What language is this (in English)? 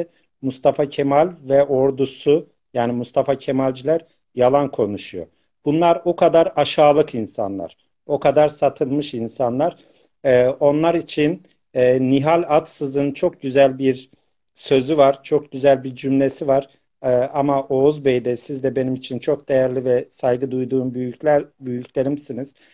South Azerbaijani